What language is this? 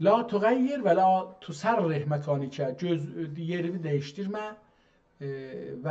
South Azerbaijani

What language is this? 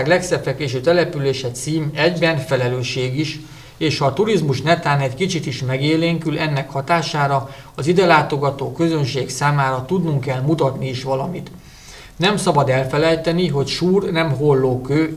Hungarian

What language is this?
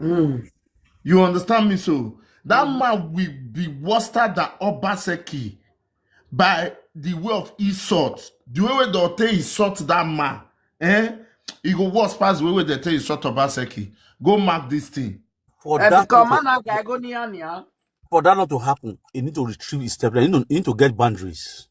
Nigerian Pidgin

